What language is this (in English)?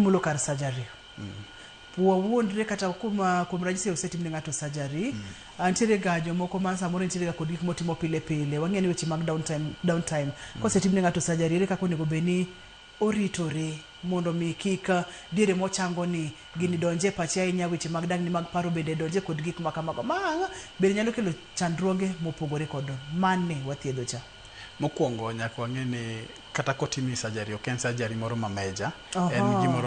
Luo (Kenya and Tanzania)